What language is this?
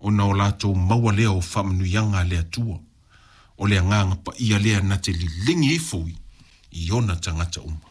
Samoan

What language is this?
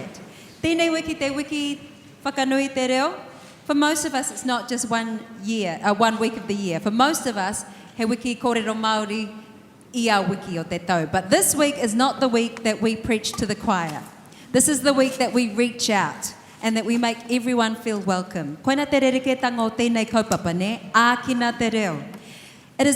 Māori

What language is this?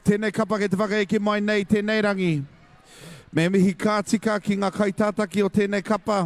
Māori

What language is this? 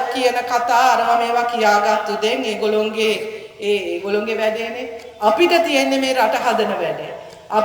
Sinhala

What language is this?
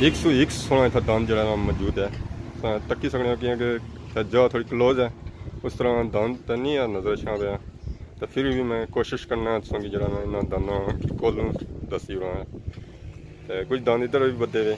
Pahari-Potwari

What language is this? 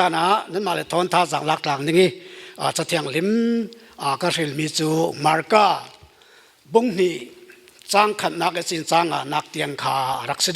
Falam Chin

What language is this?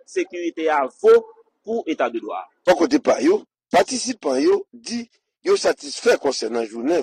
Haitian Creole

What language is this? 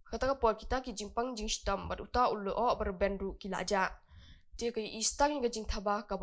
Khasi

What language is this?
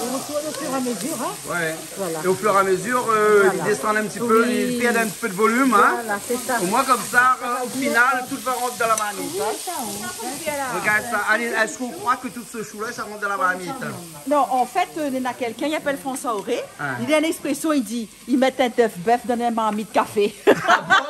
Réunion Creole French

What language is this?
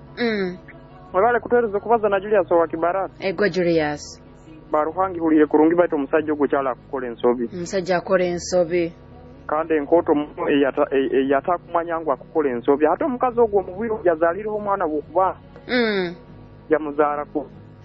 Nyoro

